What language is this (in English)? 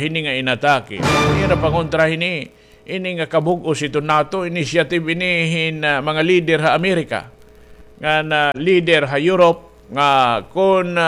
Waray